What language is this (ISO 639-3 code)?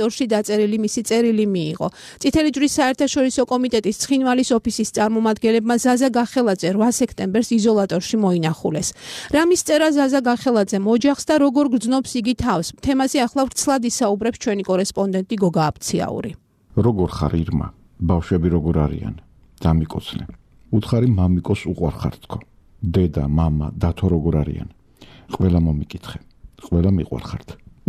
kat